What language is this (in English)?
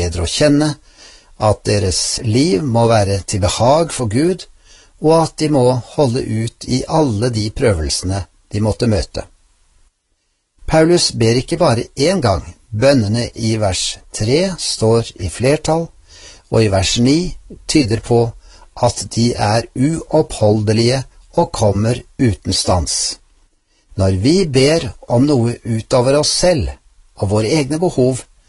Norwegian